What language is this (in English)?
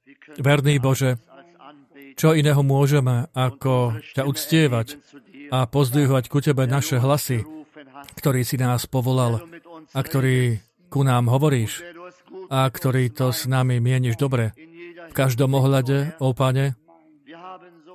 Slovak